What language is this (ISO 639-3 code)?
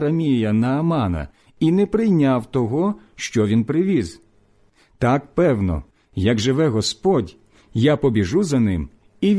ukr